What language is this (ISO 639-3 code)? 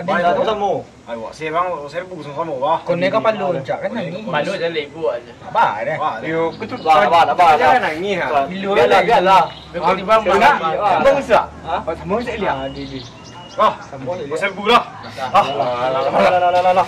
min